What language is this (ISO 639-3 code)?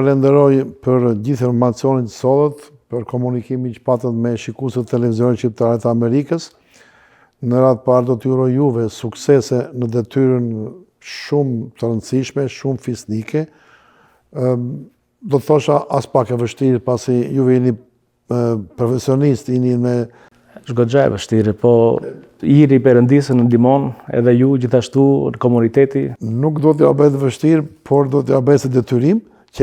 sqi